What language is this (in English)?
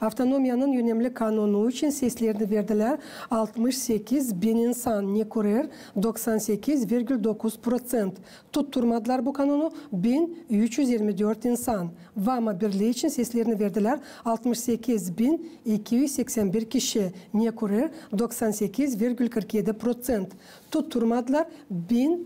Gagauz